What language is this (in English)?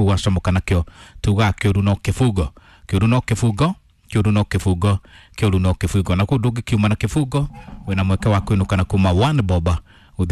Kikuyu